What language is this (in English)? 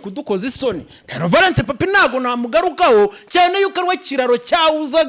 Kinyarwanda